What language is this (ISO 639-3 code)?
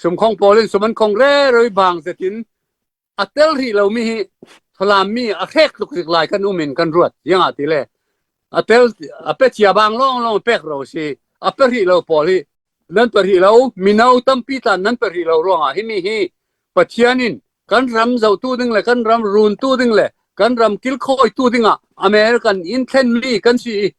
cfm